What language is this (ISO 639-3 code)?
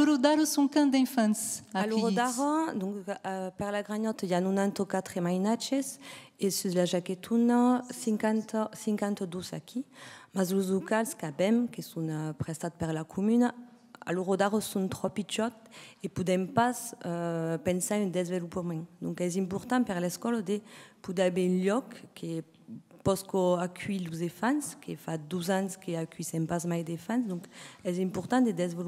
oci